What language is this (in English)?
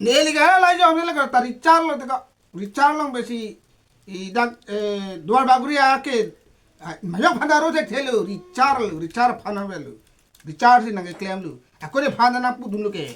Karbi